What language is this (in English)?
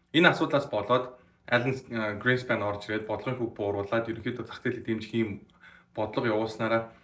Mongolian